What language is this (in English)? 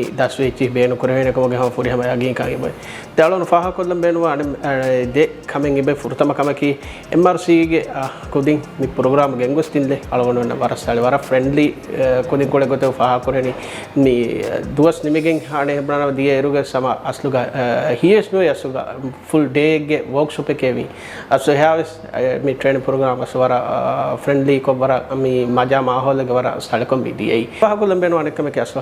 Divehi